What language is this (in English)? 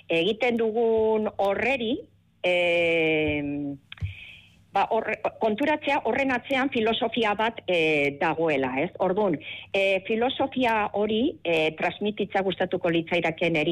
Basque